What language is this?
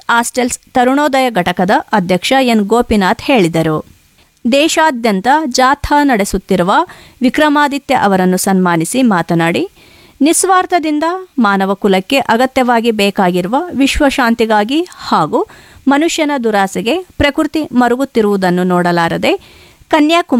Kannada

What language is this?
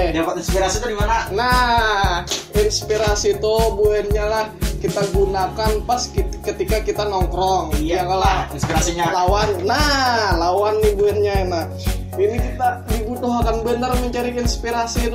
Banjar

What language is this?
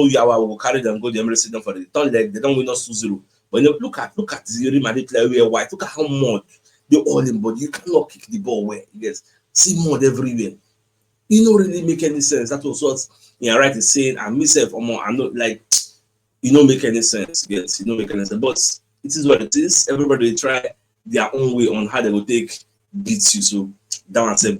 Nigerian Pidgin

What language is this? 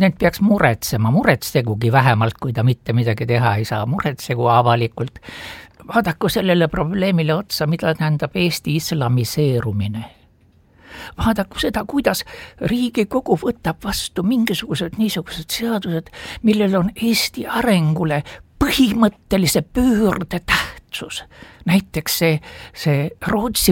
Estonian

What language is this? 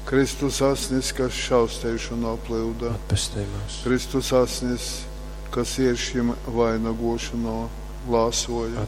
Latgalian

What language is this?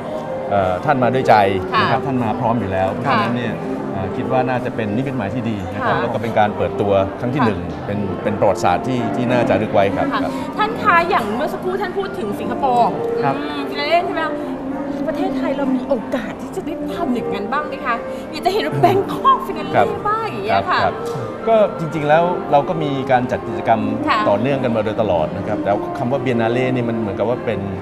Thai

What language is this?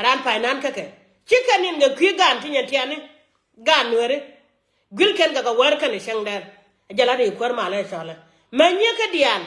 Nuer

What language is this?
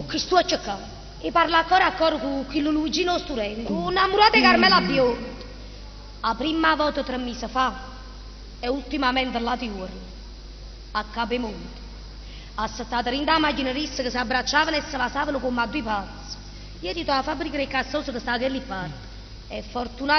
Neapolitan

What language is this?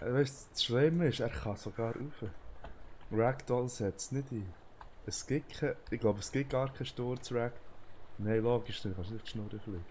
Swiss German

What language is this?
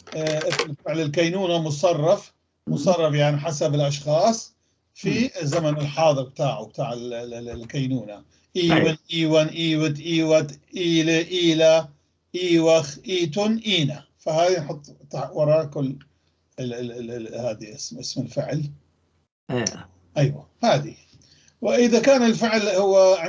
North Levantine Arabic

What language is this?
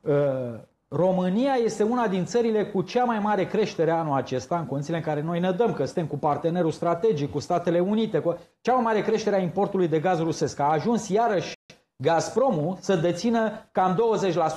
Romanian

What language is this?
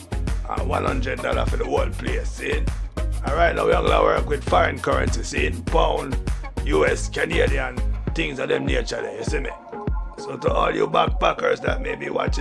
Jamaican Creole English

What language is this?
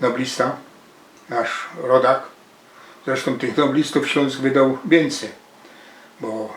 Silesian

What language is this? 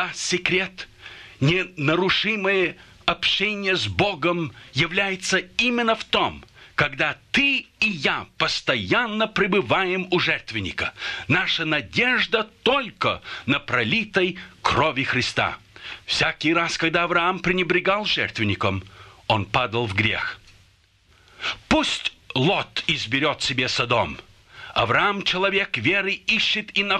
Russian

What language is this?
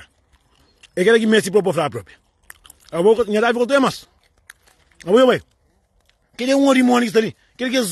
Kabuverdianu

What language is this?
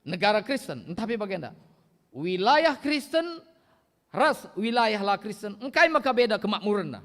Batak Karo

